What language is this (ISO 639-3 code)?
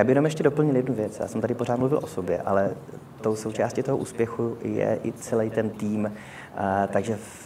ces